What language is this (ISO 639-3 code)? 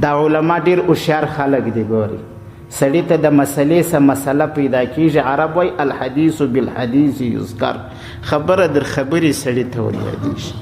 pus